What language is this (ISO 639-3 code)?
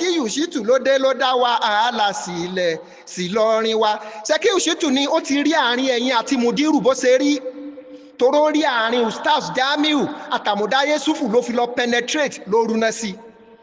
yor